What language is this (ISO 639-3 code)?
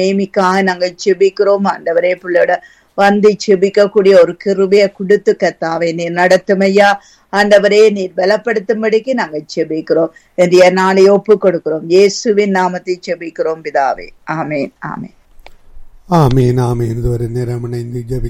tam